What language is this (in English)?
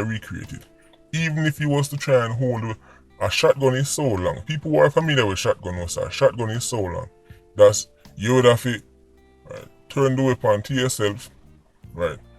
Jamaican Creole English